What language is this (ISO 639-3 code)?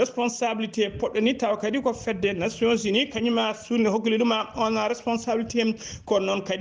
ful